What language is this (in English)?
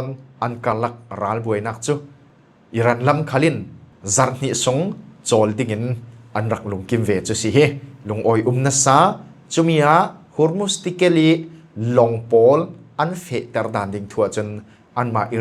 Falam Chin